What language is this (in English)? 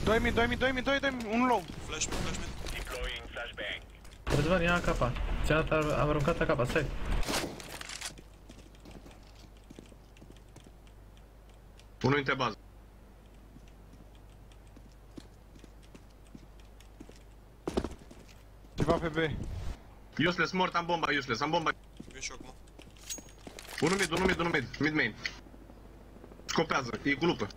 Romanian